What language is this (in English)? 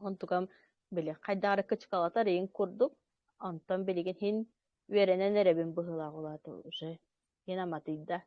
Yakut